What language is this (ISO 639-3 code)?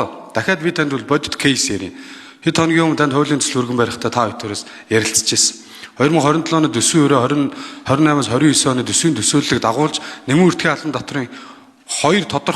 mon